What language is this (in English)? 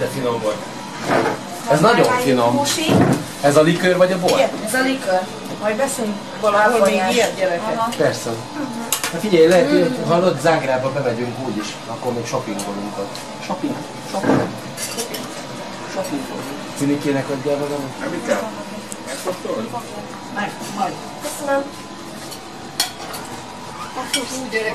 Hungarian